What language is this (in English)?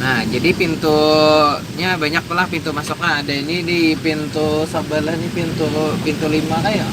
Banjar